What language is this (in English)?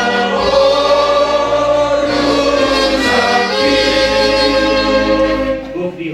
Batak Toba